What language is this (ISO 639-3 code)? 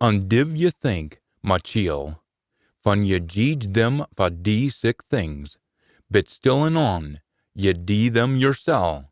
sco